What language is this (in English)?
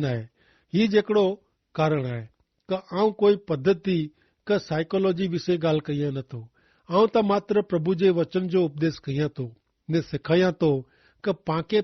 Kachhi